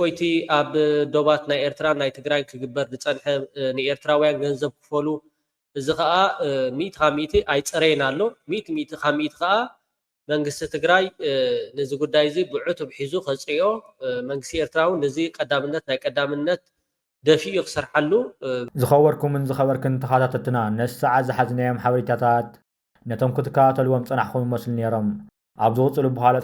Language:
Tigrinya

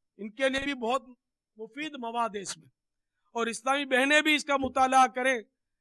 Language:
Urdu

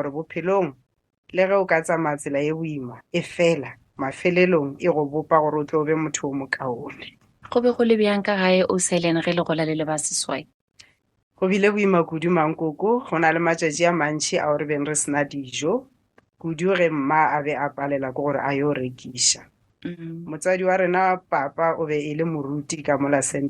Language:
Northern Sotho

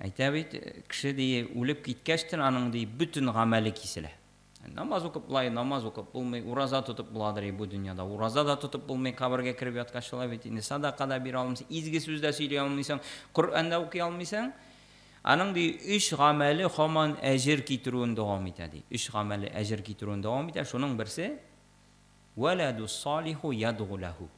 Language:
Tatar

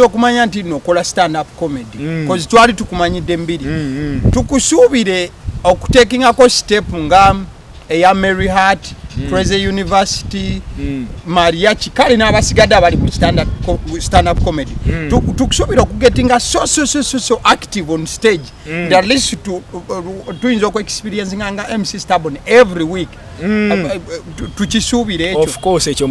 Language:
Ganda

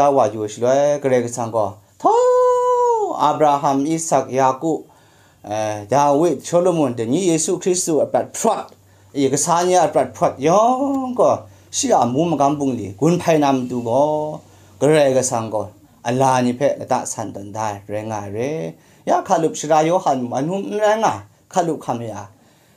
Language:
Kachin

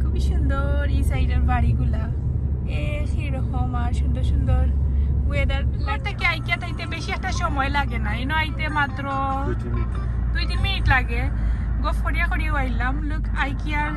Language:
Sylheti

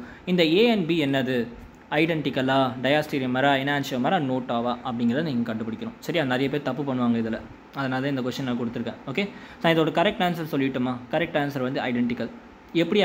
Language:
Tamil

